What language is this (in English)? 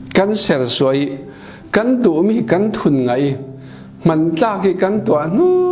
Falam Chin